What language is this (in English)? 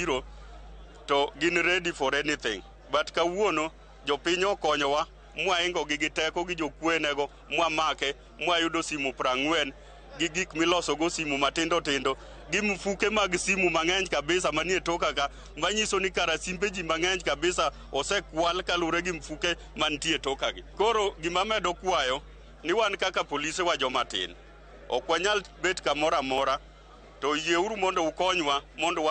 Luo (Kenya and Tanzania)